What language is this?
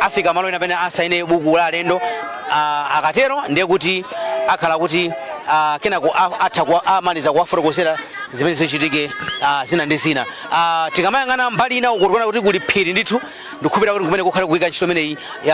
Nyanja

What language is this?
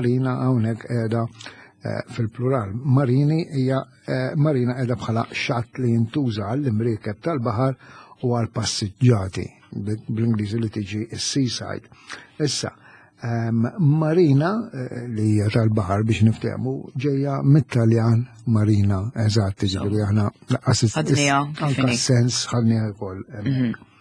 Maltese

